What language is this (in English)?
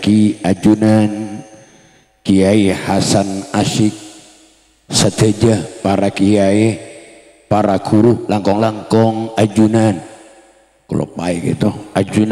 Madurese